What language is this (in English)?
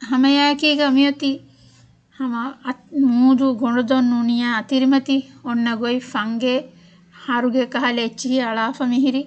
Divehi